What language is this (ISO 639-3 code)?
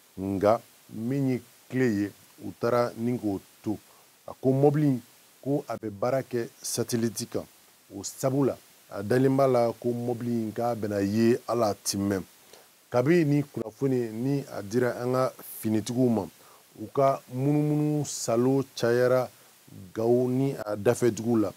bam